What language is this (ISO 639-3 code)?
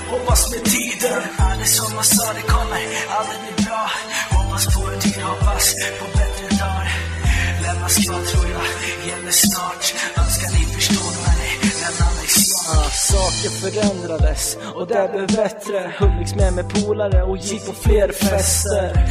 swe